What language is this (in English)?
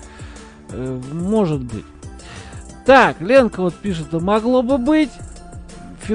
Russian